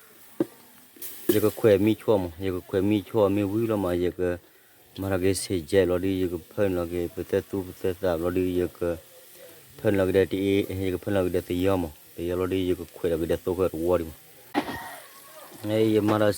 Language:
S'gaw Karen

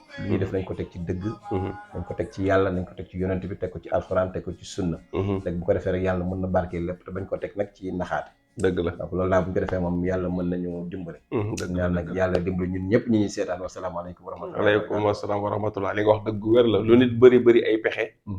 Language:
Wolof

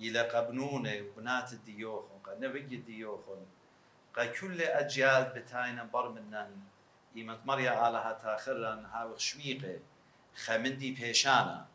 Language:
Assyrian Neo-Aramaic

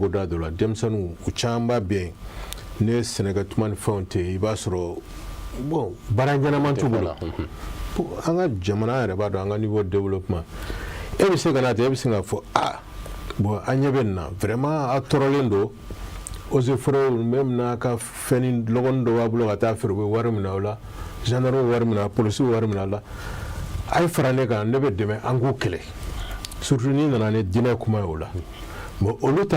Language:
Bambara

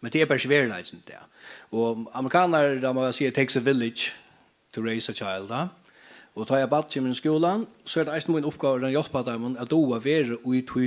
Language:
Faroese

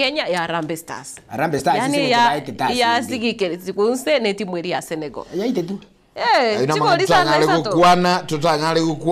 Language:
Gusii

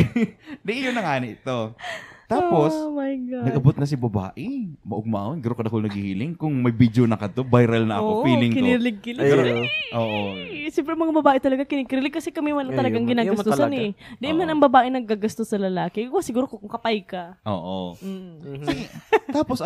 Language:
Bikol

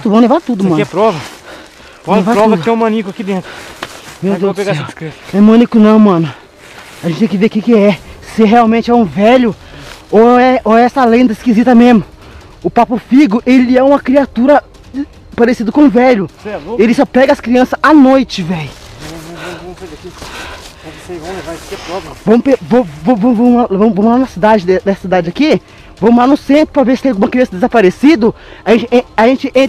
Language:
Portuguese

